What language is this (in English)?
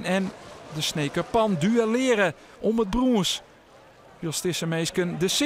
Western Frisian